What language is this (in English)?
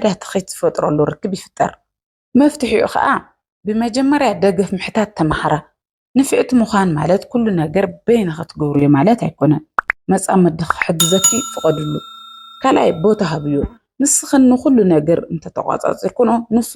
Tigrinya